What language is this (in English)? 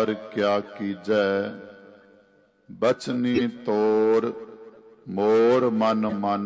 Punjabi